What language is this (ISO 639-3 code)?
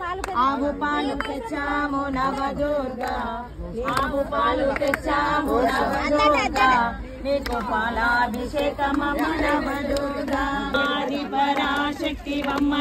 tel